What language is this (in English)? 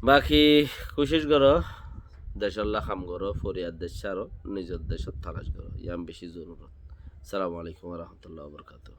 Rohingya